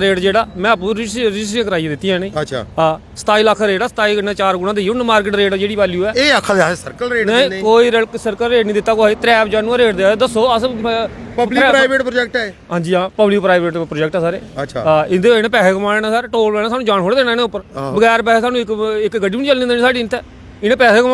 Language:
Dogri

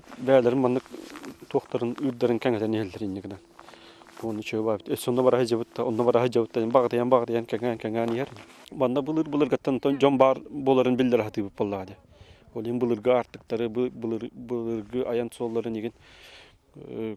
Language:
Yakut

